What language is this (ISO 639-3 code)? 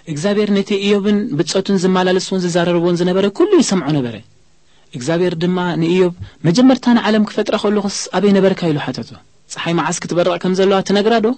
tir